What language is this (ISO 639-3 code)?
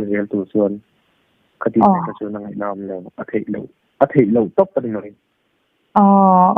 lus